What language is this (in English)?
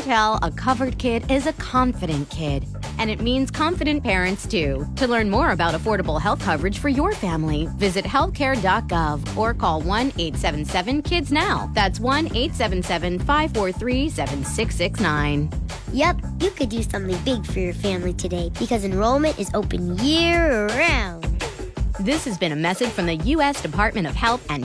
English